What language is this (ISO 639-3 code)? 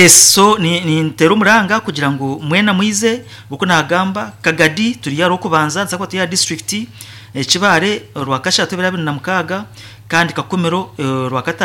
nyn